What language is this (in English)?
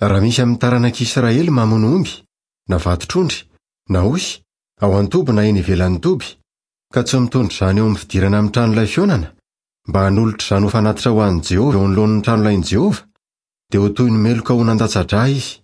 Malagasy